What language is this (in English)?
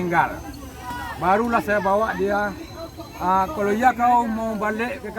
Minangkabau